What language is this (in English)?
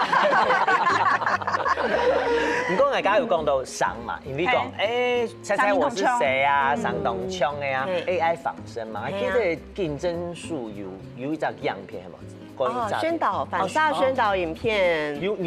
Hakka Chinese